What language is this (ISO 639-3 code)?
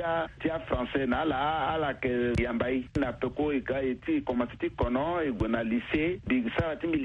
sag